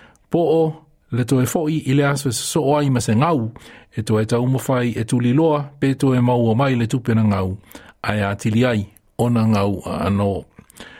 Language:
Samoan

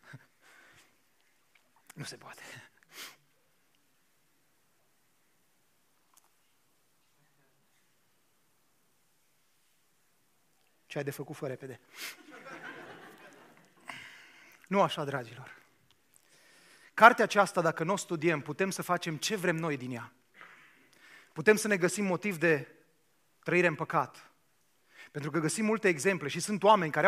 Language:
Romanian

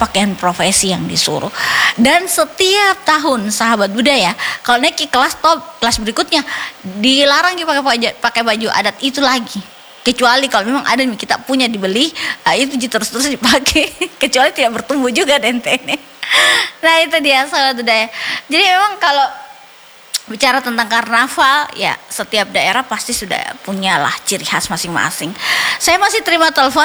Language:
Indonesian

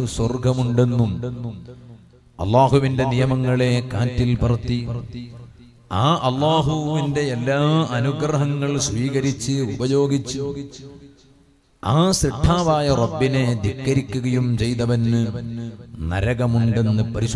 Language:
Malayalam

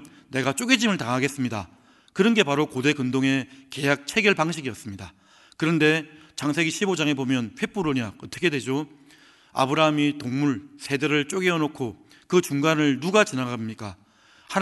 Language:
Korean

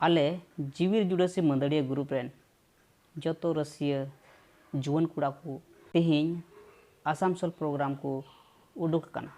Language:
Santali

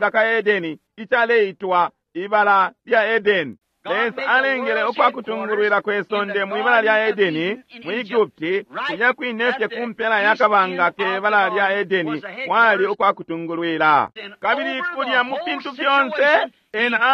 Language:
Bemba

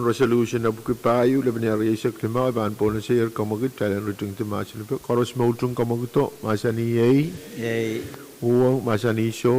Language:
Pohnpeian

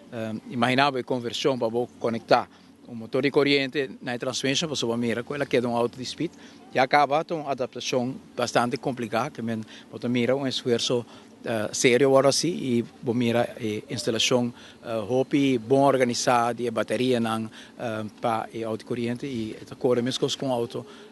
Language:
Papiamento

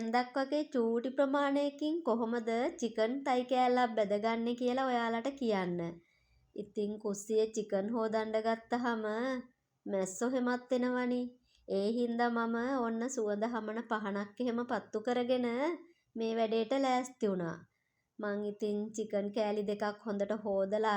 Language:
Sinhala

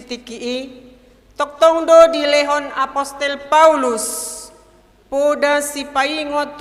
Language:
Batak Toba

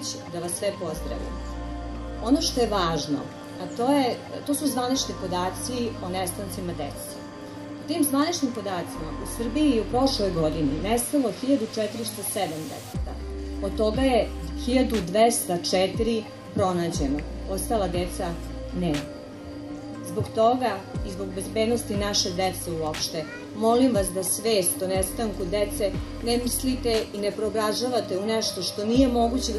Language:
Serbian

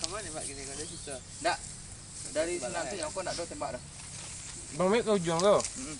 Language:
Minangkabau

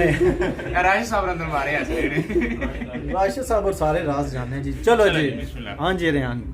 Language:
Pahari-Potwari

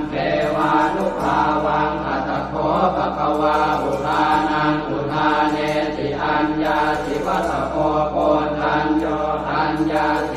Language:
Pali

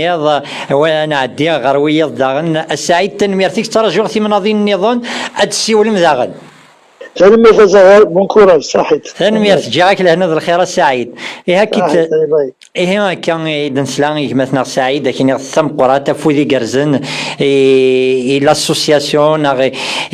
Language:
Kabyle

